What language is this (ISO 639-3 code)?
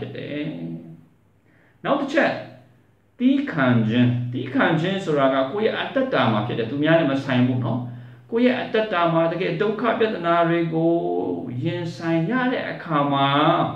mya